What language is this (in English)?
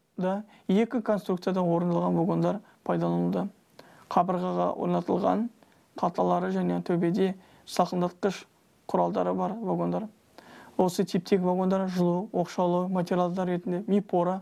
Kazakh